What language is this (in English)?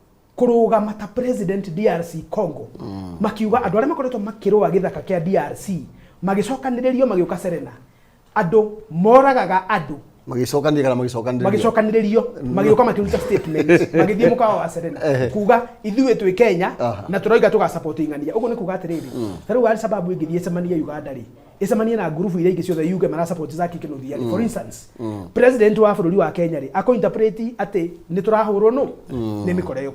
Kikuyu